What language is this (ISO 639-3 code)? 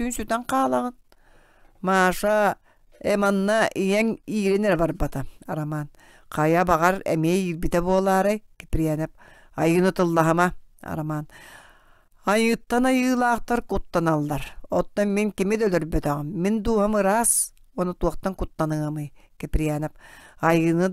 sah